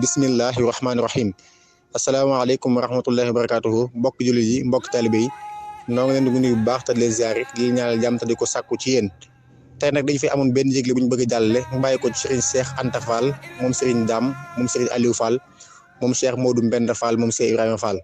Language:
Wolof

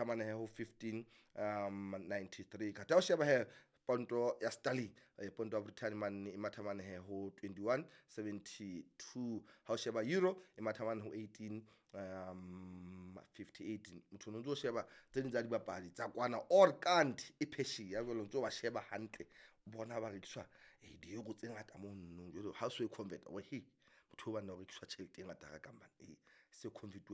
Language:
Southern Sotho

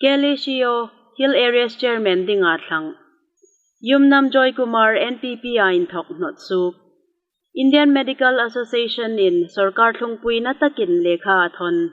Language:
Hmar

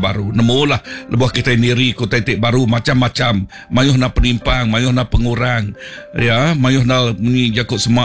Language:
Iban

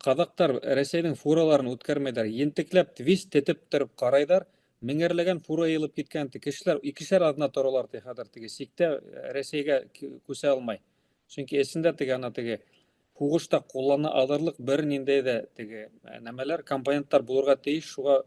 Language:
Bashkir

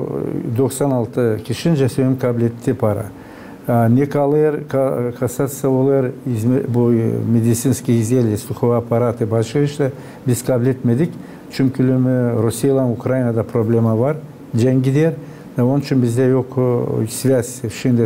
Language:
Gagauz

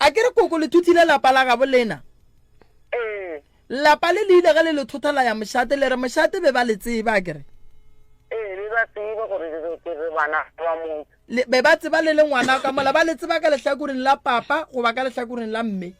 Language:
Northern Sotho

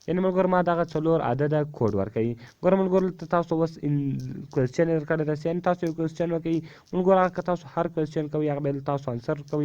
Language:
Pashto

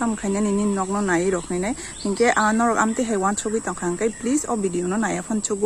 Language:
Kok Borok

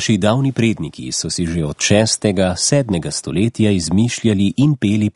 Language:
Slovenian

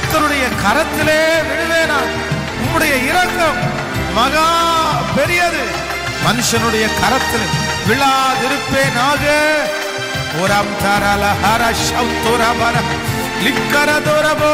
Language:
Tamil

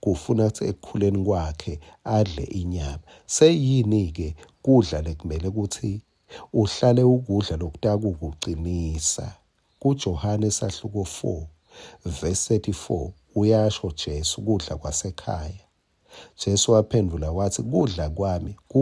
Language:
Swati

